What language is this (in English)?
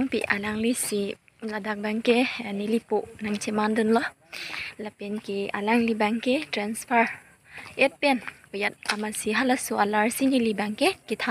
Karbi